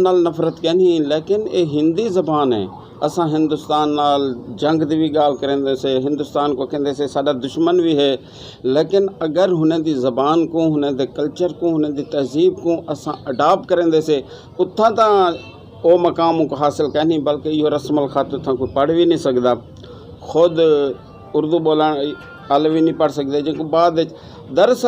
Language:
Saraiki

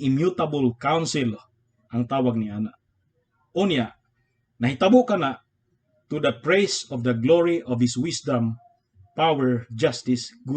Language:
Cebuano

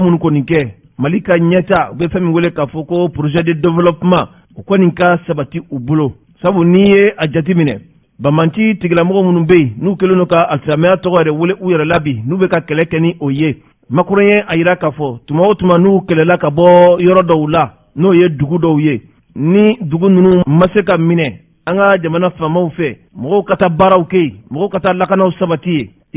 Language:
Bambara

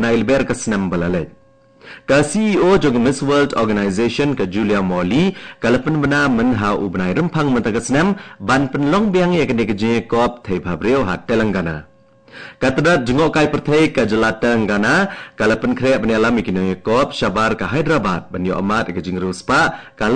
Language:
Khasi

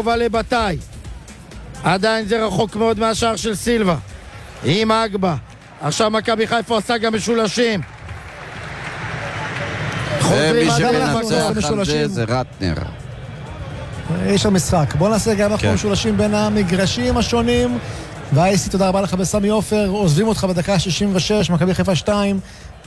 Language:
Hebrew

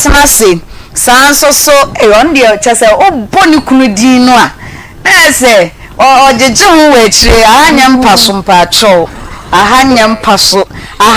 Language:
Akan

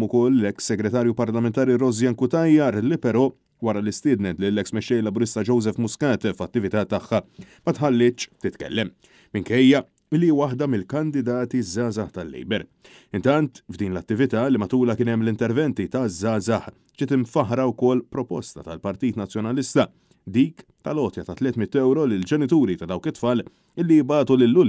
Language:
Maltese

